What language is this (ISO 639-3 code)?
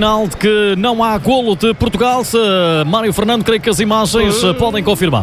por